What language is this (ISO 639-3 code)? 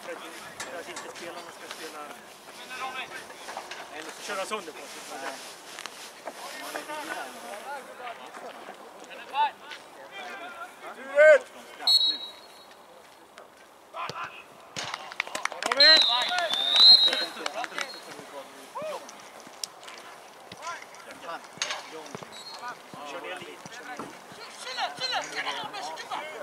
swe